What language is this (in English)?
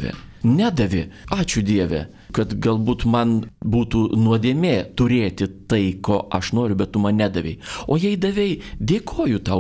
Lithuanian